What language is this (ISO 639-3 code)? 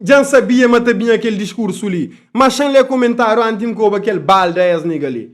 kea